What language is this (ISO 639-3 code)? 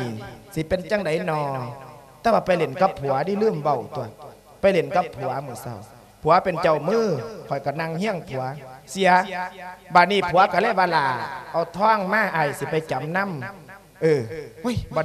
lao